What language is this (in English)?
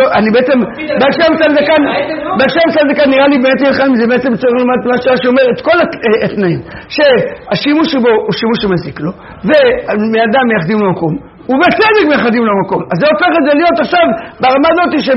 Hebrew